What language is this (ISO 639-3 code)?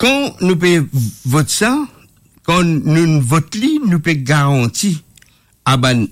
mfe